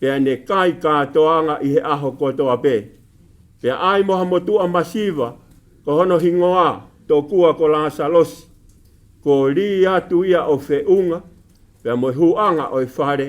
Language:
Tongan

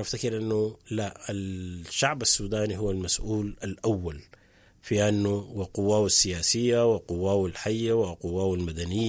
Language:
Sudanese Arabic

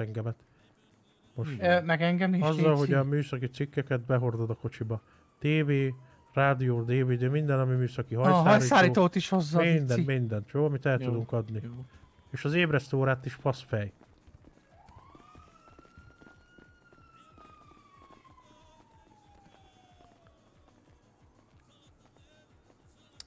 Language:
Hungarian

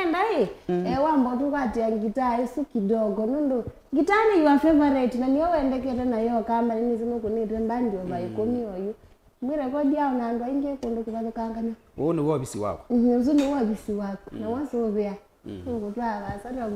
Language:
Kamba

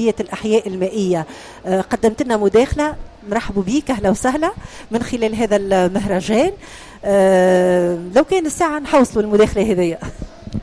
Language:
Tunisian Arabic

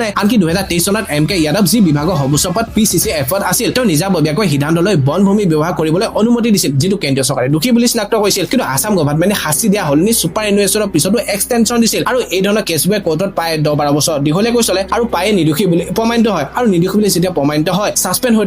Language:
Assamese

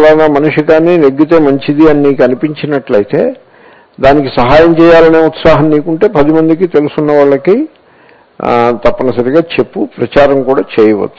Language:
Telugu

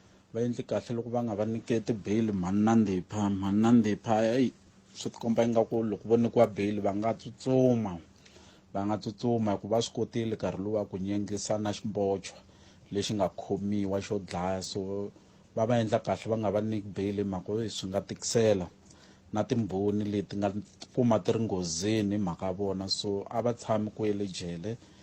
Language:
Tsonga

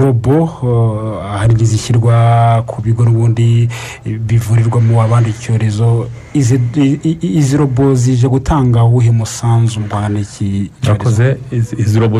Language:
Kinyarwanda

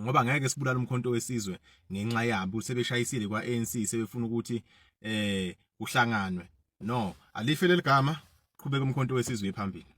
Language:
Zulu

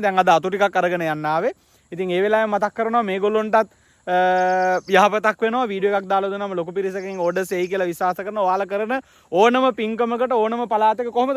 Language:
Sinhala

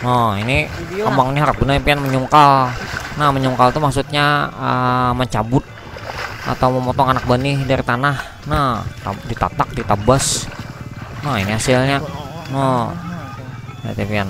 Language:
Banjar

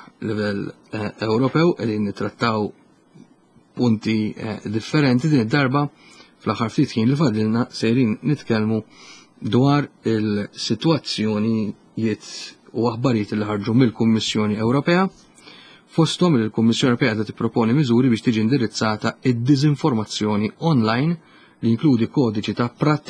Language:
Maltese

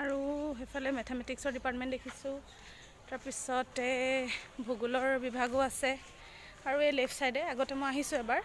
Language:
Assamese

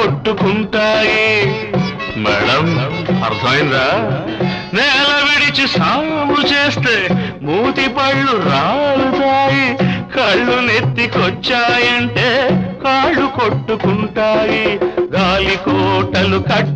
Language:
Telugu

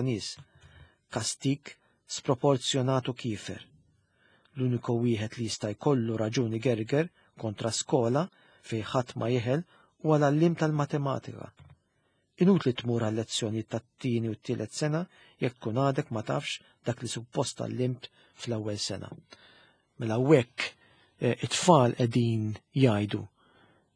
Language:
Maltese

